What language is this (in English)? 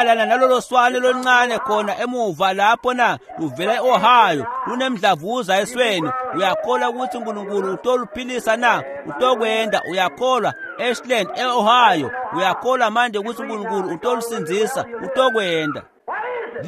Swati